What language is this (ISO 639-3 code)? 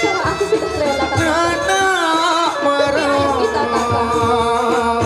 sas